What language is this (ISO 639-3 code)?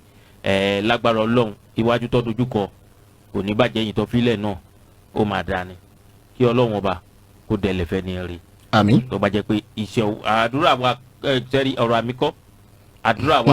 yor